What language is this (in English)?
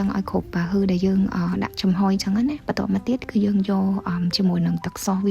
Khmer